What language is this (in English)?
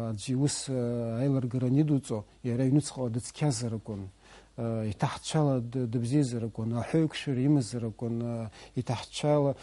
Abkhazian